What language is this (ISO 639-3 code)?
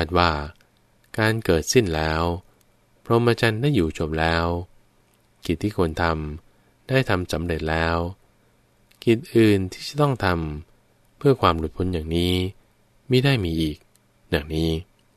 tha